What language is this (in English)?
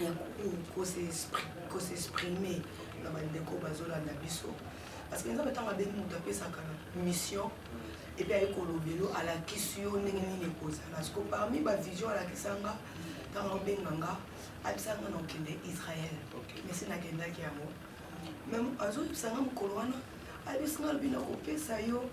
Lingala